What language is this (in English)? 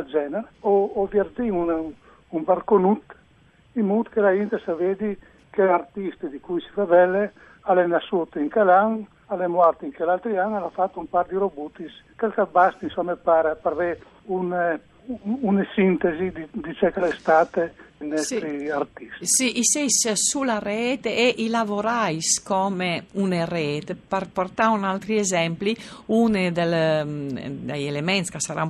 Friulian